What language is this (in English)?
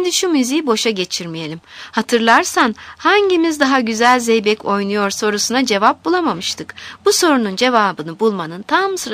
Turkish